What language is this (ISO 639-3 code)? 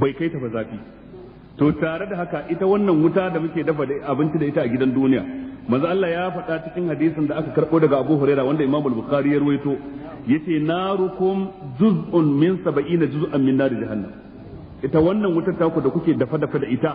hau